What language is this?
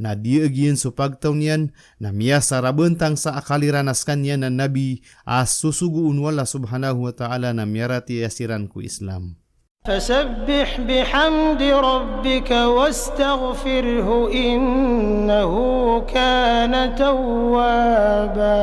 Maranao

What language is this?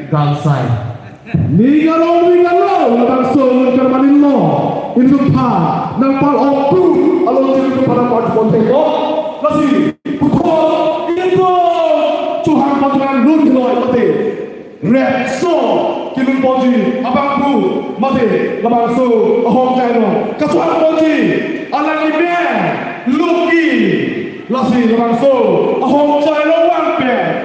Karbi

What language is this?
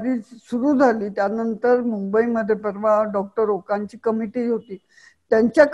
Marathi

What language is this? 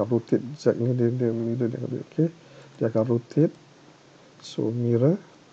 Malay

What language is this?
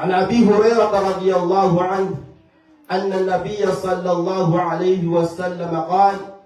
Maranao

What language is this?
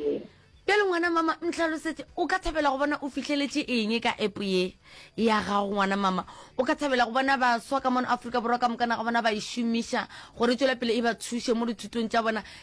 Northern Sotho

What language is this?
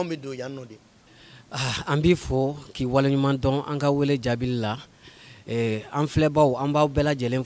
Bambara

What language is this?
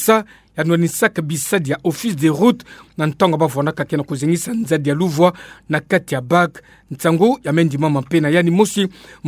Kituba (Democratic Republic of Congo)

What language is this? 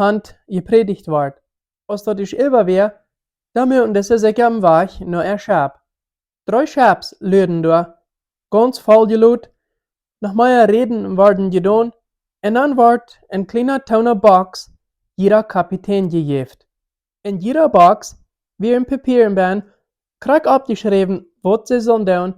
Plautdietsch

